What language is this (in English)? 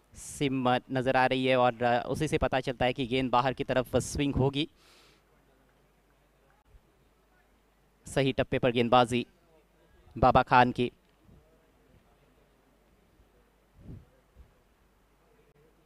Hindi